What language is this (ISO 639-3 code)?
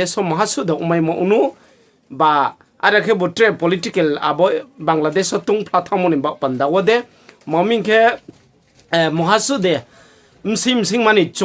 ria